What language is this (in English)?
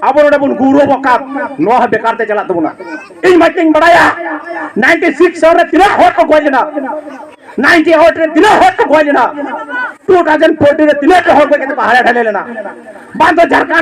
Santali